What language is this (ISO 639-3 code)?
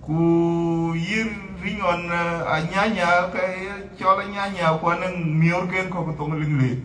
din